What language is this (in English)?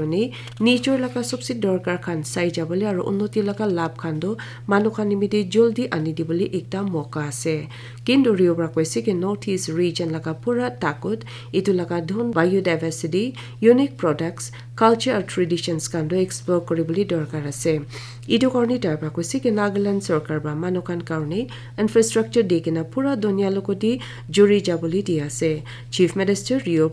Naga Pidgin